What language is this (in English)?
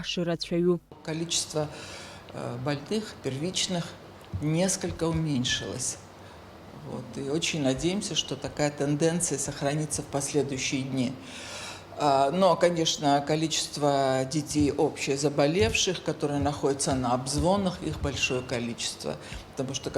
Abkhazian